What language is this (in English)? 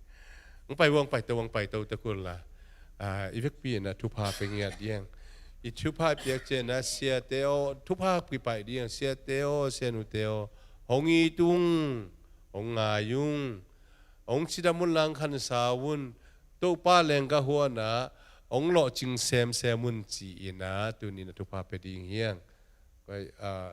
Tedim Chin